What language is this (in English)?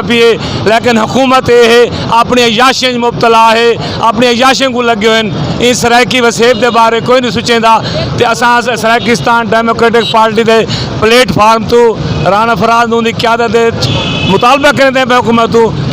Saraiki